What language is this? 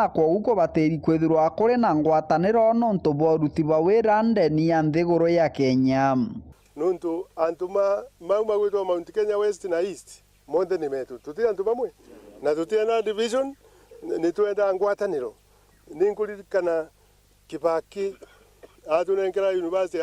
Meru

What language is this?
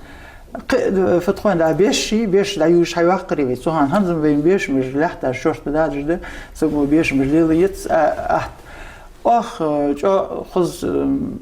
Ingush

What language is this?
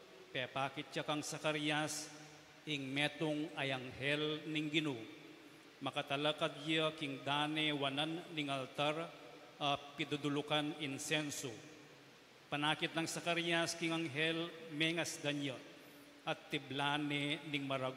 Pampanga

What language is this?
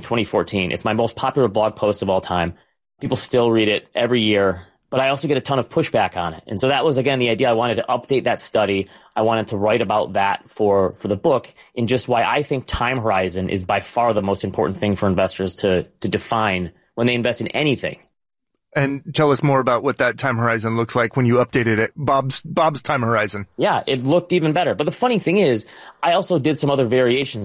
English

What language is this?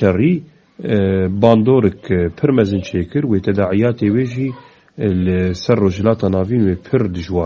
Kurdish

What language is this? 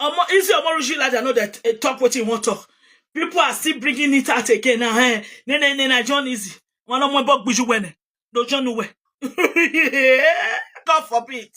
Nigerian Pidgin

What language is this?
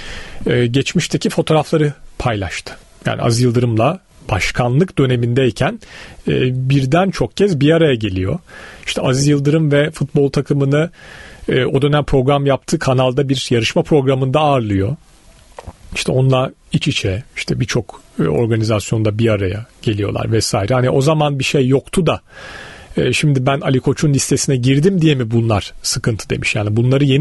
Turkish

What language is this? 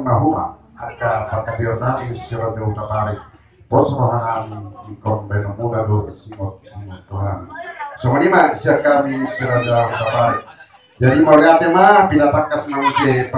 Batak Toba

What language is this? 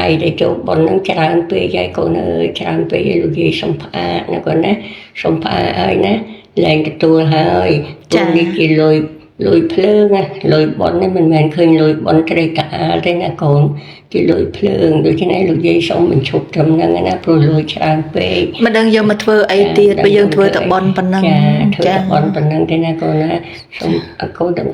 Khmer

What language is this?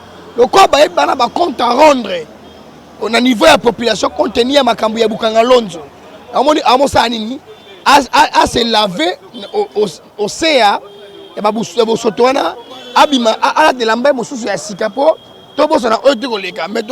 Lingala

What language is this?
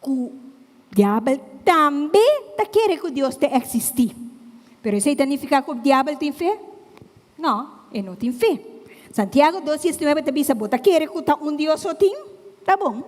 Papiamento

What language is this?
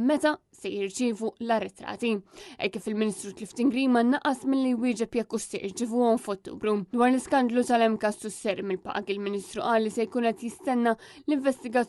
Maltese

